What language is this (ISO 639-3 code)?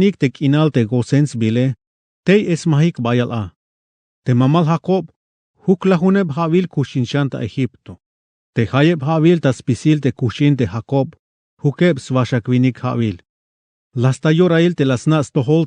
tzh